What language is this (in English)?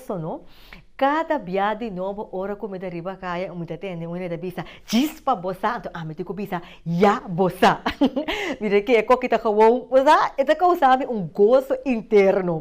Papiamento